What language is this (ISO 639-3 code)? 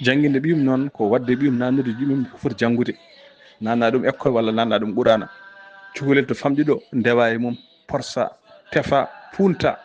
ful